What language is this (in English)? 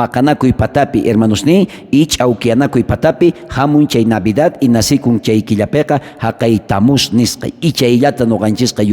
South Bolivian Quechua